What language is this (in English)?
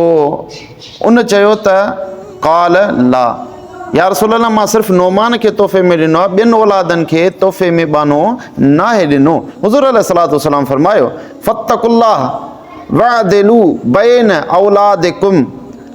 Sindhi